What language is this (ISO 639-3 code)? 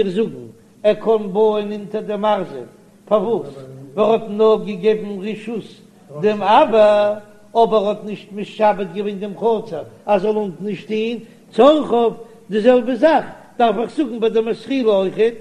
yid